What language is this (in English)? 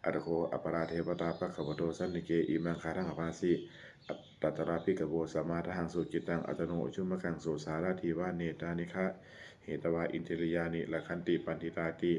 Pali